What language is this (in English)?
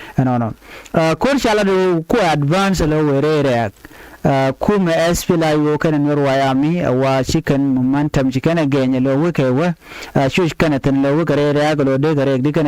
Nuer